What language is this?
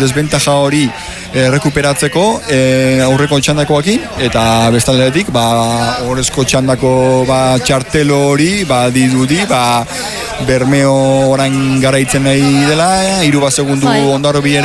Basque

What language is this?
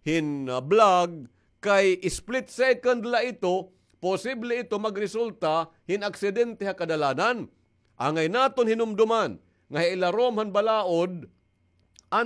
Waray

